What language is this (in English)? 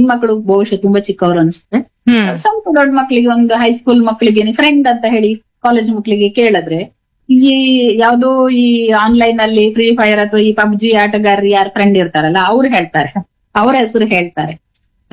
Kannada